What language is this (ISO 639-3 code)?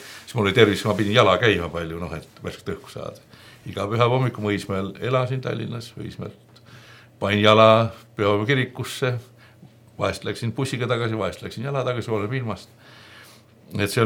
est